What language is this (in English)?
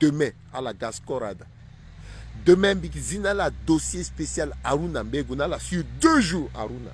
Sango